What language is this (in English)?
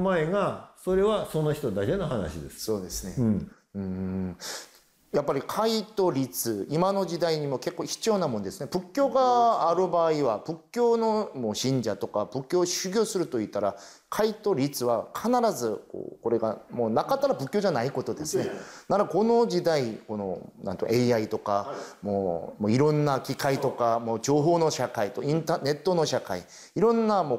Japanese